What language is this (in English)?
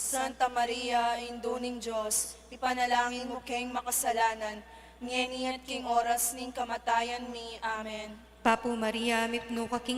Pampanga